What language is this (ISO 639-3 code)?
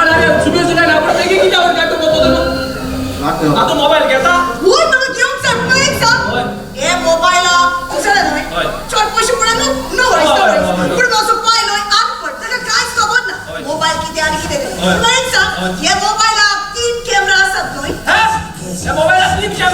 kok